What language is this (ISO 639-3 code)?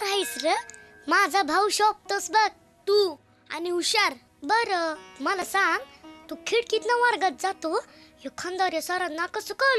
mar